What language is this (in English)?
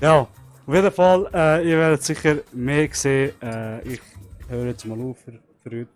Swiss German